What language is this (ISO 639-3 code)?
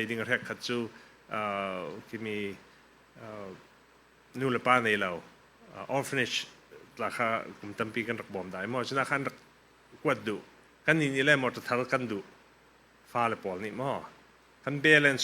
cfm